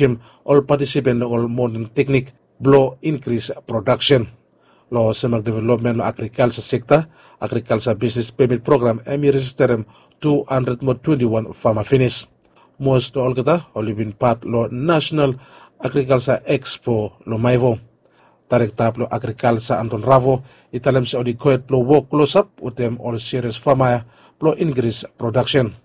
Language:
Bislama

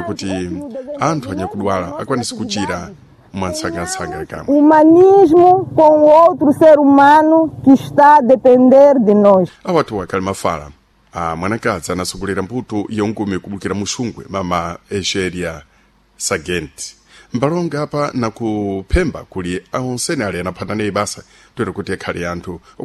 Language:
Sena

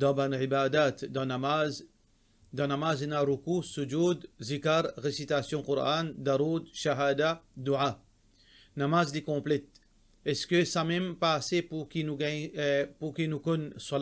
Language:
Morisyen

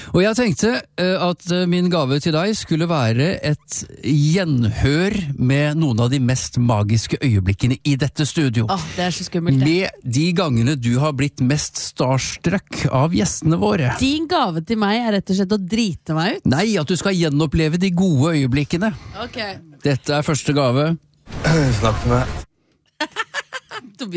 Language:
Norwegian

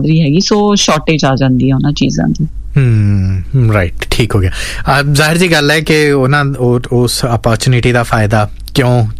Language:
Punjabi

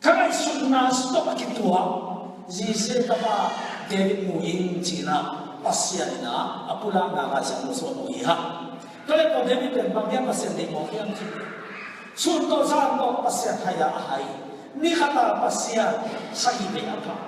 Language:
Tedim Chin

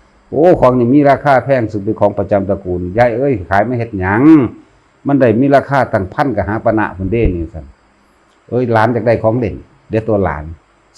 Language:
Northeastern Thai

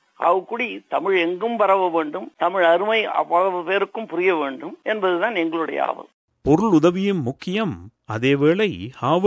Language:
Tamil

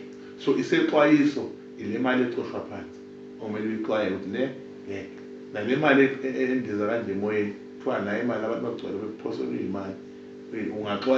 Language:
Zulu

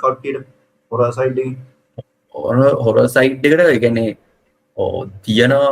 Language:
Sinhala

